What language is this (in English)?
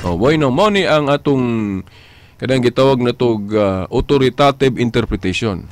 Cebuano